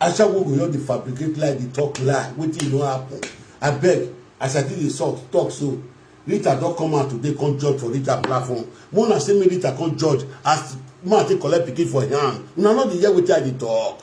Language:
Nigerian Pidgin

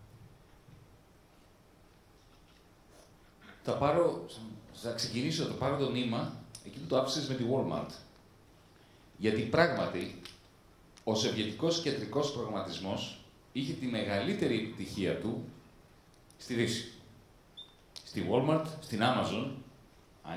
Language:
Greek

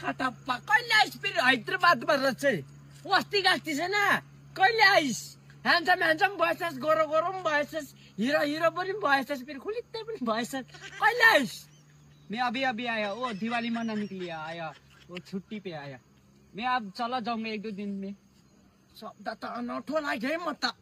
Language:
Nepali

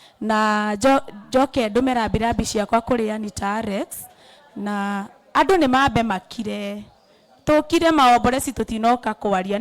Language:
Kikuyu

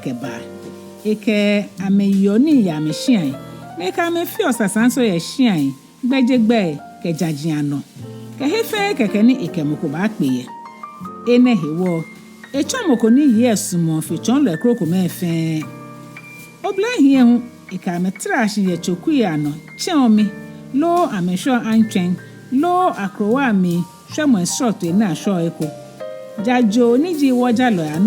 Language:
Ga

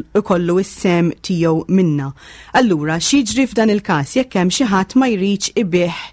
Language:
Maltese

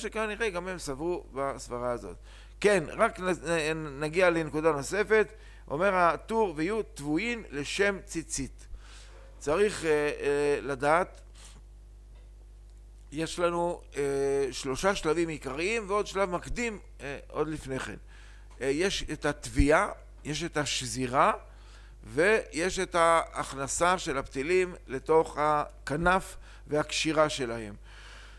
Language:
Hebrew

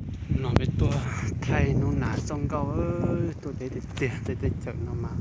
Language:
Hmong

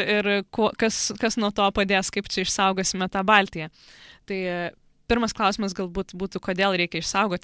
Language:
Lithuanian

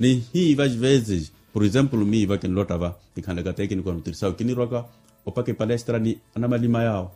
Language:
Makhuwa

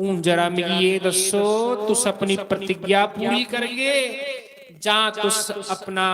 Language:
Dogri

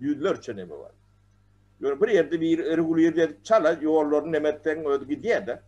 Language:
Turkmen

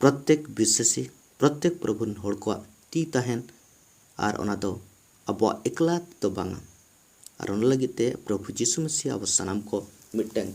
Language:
Santali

